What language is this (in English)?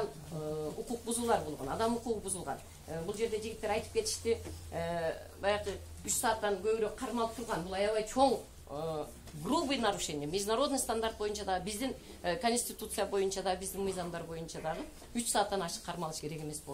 Kyrgyz